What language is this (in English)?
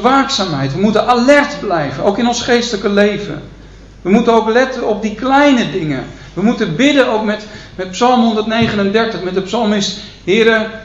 Dutch